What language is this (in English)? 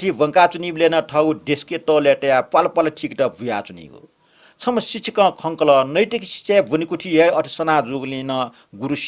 Newari